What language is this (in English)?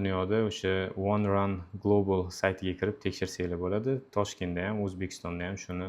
Uzbek